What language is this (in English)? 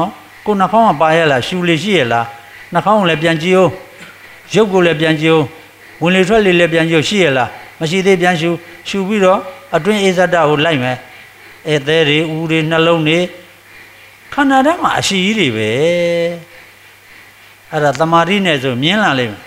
Burmese